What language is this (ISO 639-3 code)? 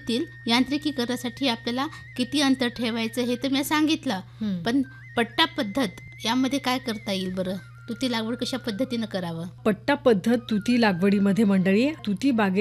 mar